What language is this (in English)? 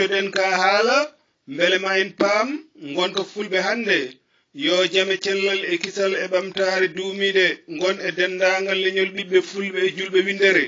Fula